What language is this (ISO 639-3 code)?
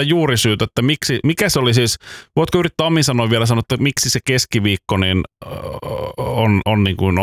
fin